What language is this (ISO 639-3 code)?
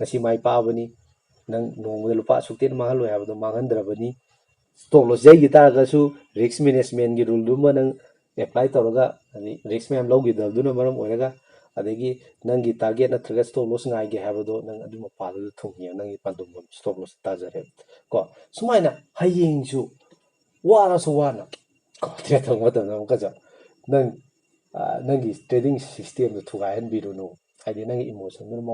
mni